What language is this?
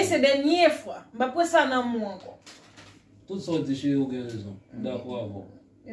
Haitian Creole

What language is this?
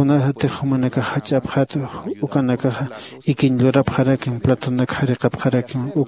Aymara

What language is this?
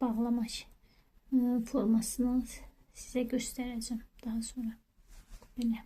Azerbaijani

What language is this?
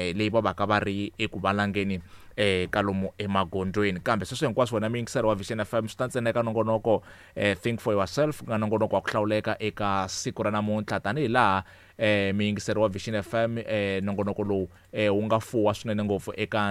Tsonga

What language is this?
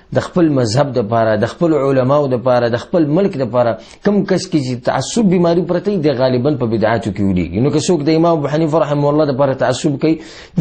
Pashto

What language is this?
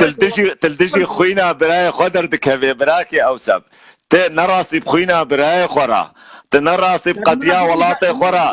Kurdish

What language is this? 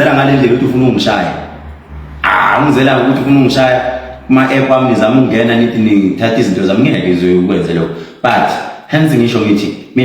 Zulu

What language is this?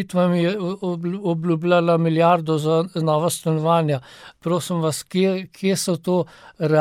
Slovenian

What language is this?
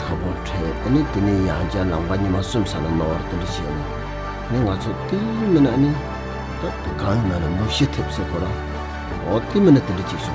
Tibetan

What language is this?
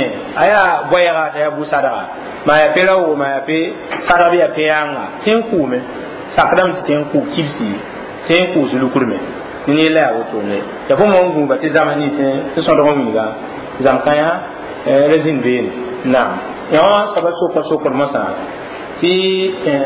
Mossi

